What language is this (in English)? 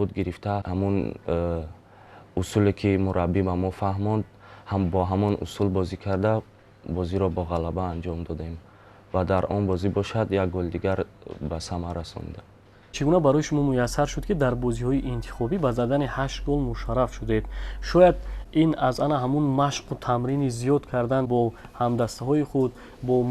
Tajik